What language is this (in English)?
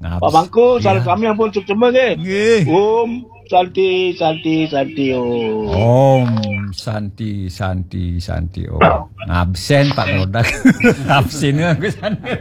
Balinese